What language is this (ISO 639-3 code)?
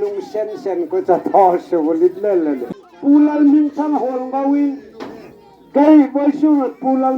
hmr